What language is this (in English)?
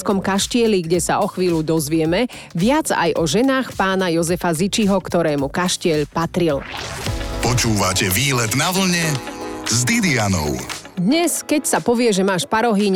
Slovak